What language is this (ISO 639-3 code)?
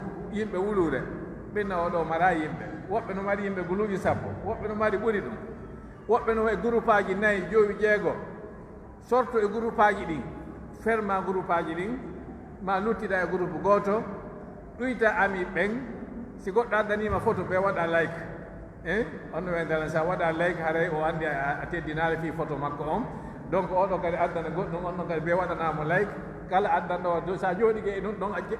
fuf